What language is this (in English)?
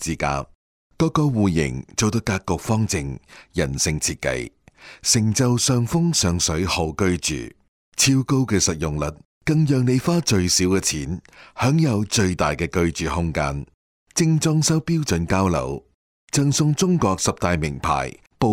Cantonese